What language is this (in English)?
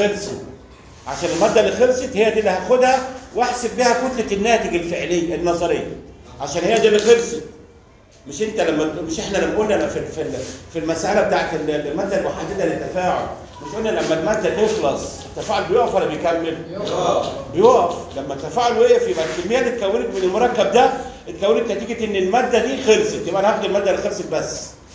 Egyptian Arabic